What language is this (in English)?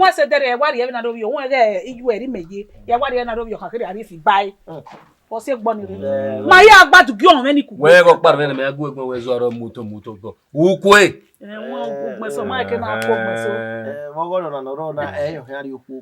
Bini